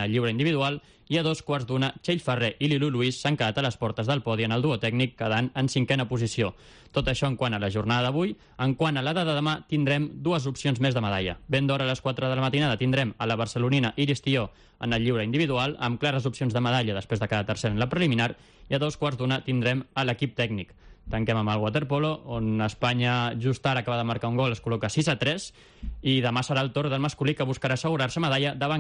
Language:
Catalan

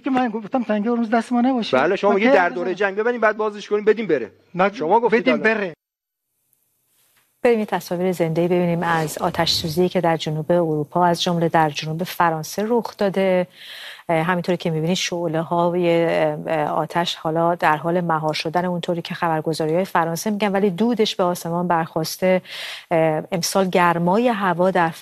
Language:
Persian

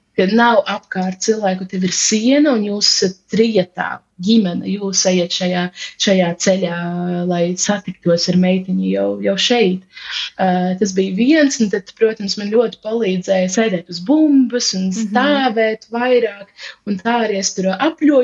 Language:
Latvian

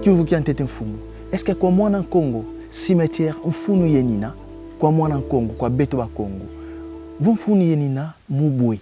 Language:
Kongo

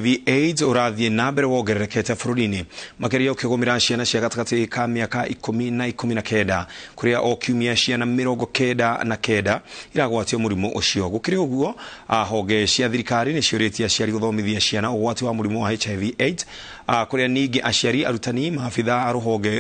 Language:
Kikuyu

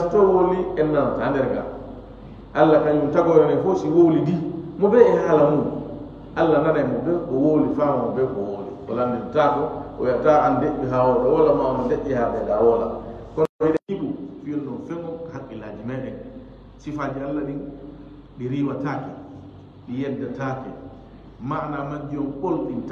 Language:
Fula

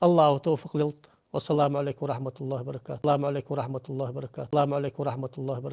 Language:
Ingush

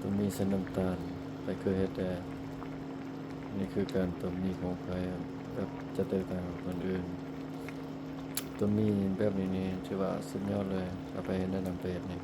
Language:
Lao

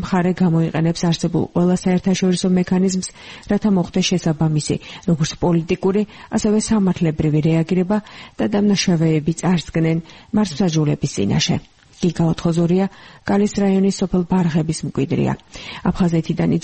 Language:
Georgian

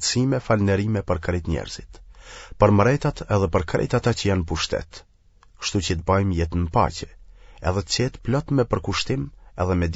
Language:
Albanian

